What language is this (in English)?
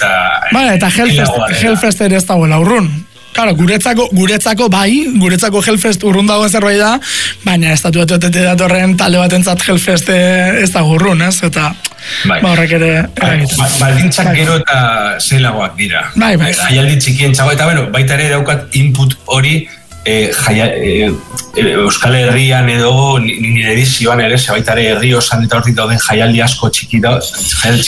Basque